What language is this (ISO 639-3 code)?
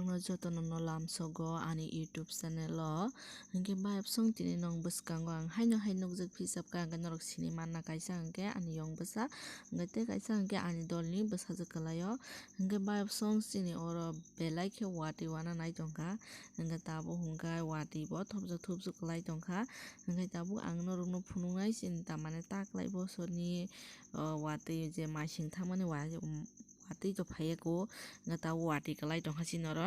trp